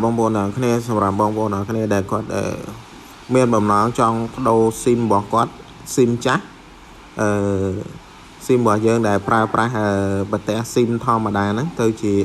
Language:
Khmer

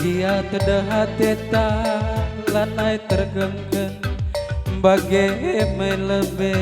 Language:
Batak Karo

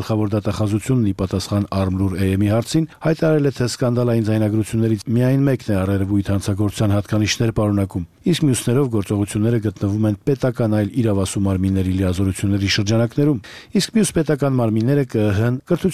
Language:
Armenian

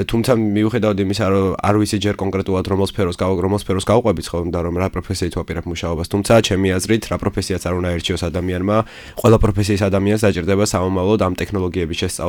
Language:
Georgian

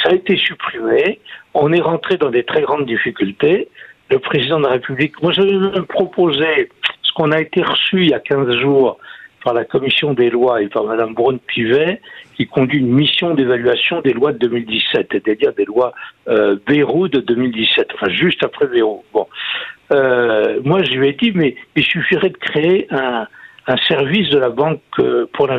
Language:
French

